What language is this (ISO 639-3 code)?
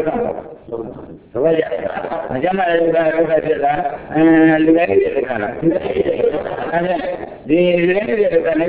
mya